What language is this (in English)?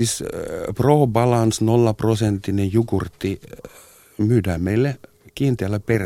Finnish